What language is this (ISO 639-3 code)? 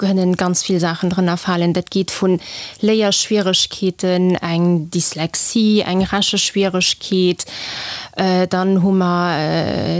ltz